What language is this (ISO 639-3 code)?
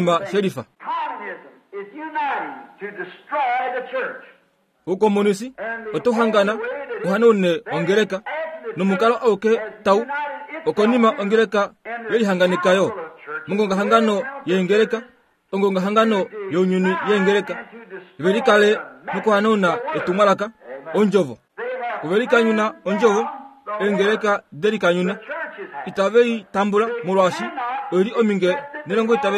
kua